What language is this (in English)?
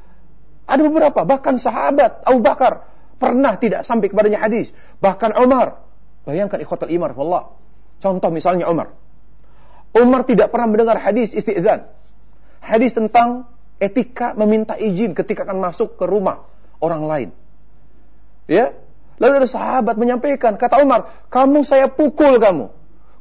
Indonesian